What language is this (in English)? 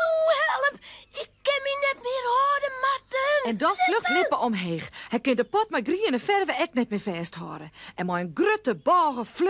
Western Frisian